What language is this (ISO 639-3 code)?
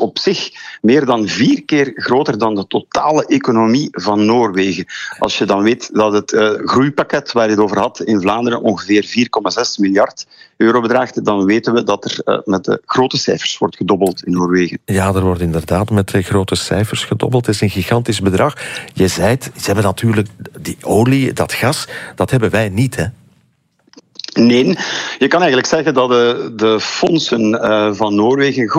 nld